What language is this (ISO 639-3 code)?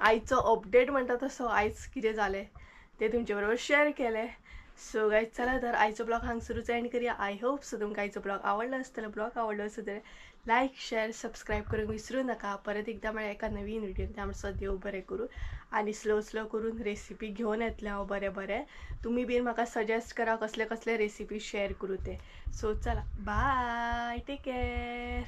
kok